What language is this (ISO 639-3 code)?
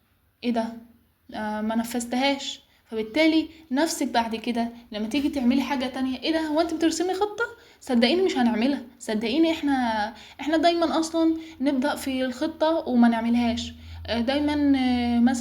arz